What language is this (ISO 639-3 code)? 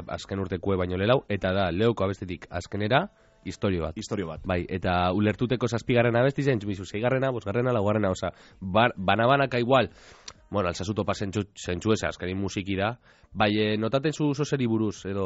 eus